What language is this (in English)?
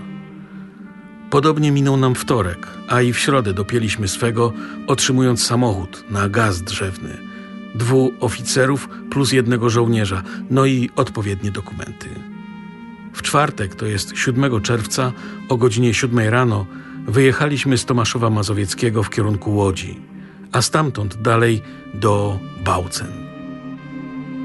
Polish